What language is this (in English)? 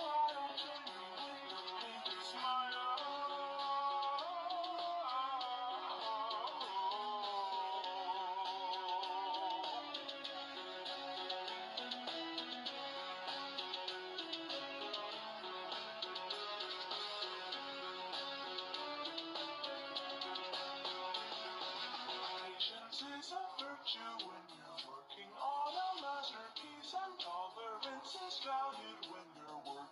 English